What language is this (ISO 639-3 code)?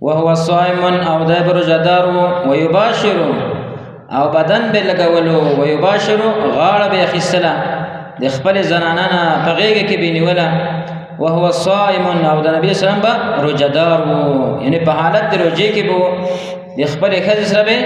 pus